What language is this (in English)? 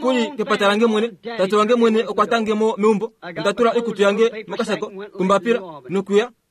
Kuanyama